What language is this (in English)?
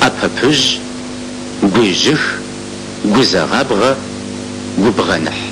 Kabardian